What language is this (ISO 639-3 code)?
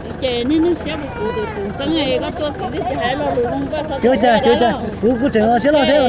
hmn